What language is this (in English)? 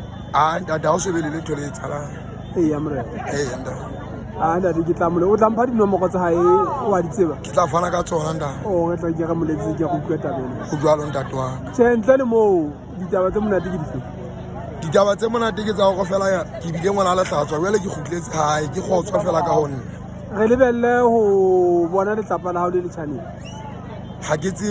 Southern Sotho